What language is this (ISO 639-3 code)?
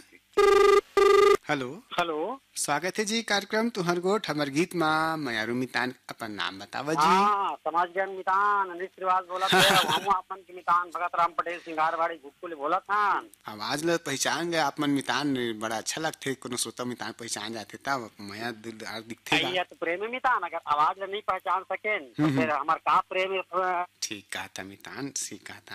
hne